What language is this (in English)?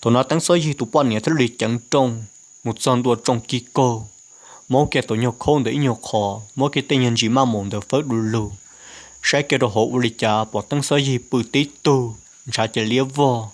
Hmong